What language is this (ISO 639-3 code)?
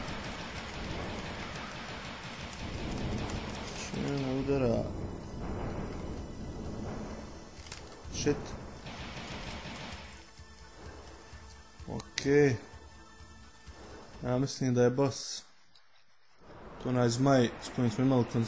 hrv